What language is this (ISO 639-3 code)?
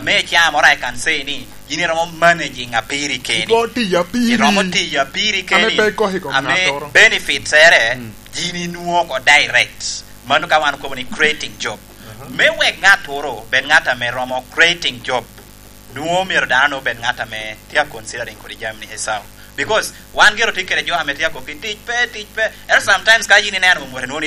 laj